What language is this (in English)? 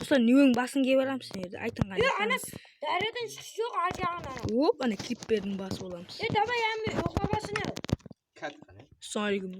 Kara-Kalpak